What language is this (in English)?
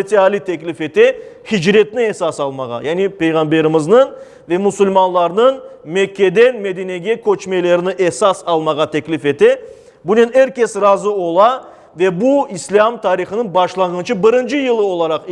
Crimean Tatar